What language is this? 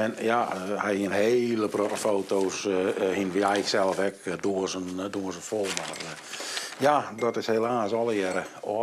Western Frisian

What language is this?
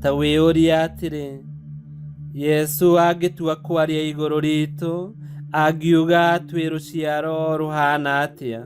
Kikuyu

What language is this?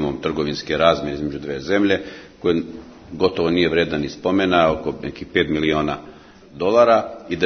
Serbian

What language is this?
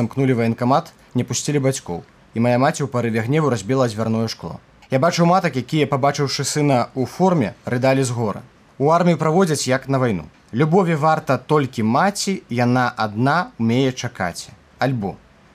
Belarusian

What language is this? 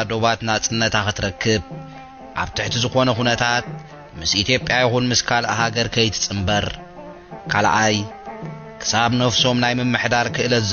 Tigrinya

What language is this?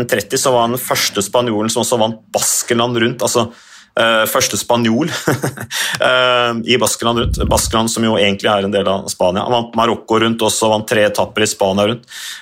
Norwegian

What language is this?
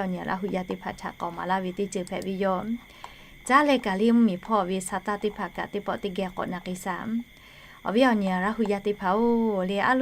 Lahu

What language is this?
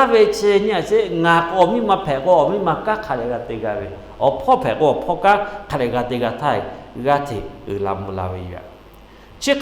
Lahu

